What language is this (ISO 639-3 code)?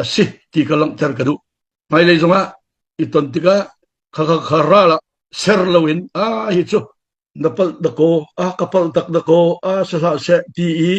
cnh